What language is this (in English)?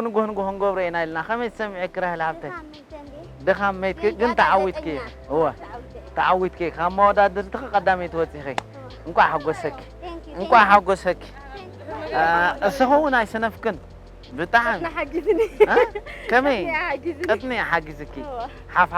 Tigrinya